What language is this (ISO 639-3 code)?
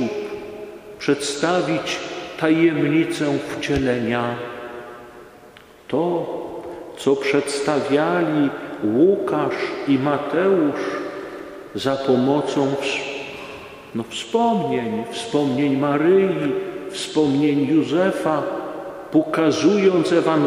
pol